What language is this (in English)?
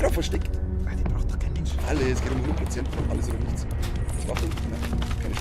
Bavarian